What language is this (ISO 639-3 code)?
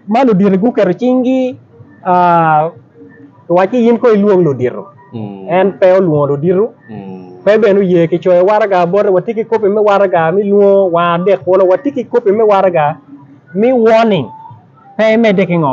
ach